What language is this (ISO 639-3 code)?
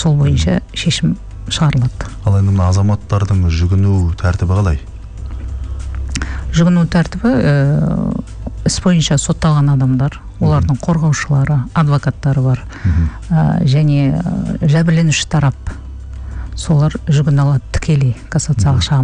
kaz